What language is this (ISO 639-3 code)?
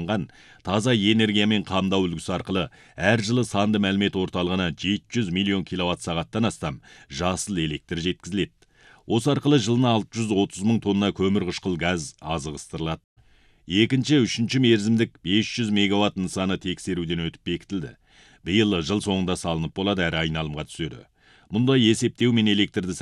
kaz